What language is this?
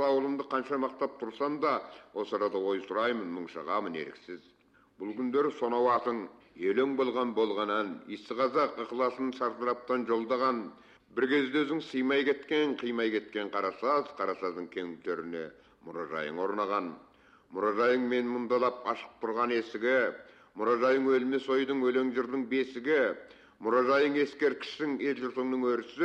Kazakh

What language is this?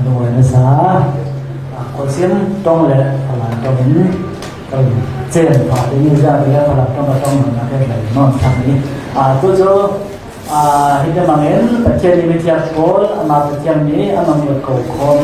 Falam Chin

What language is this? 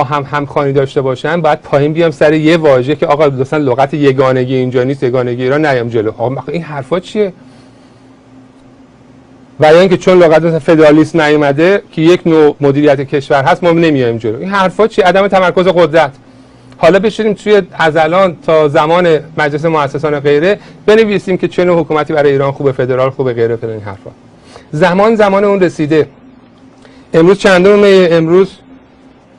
Persian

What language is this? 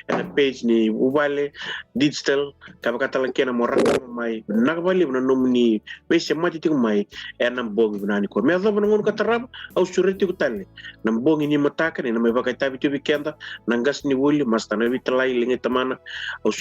Fijian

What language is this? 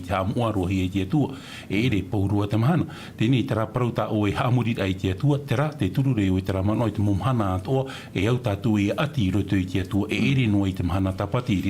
Tahitian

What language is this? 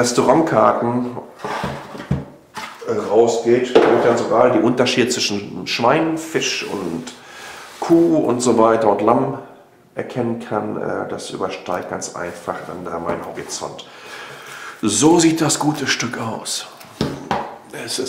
German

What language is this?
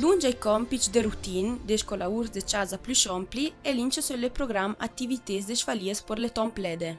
Ladin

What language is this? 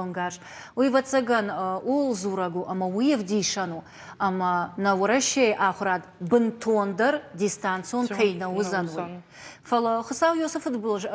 Ossetic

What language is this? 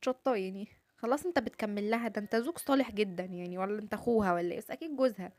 Egyptian Arabic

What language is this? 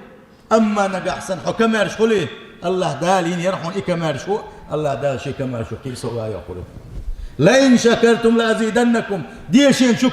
Chechen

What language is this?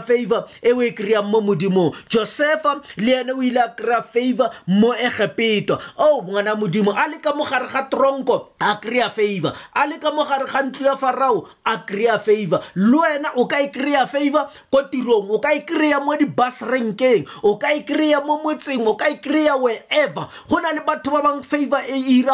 Tswana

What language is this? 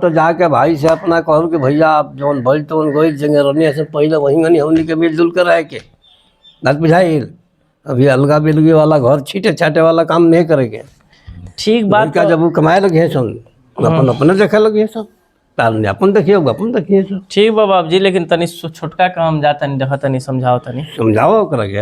Bhojpuri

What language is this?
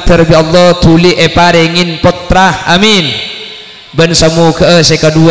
Madurese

